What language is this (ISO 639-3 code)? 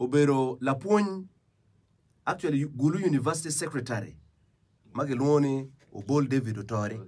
ach